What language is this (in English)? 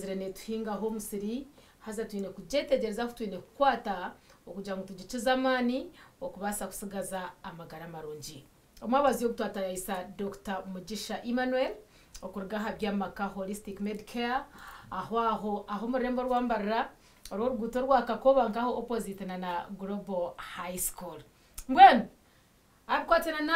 Nyankole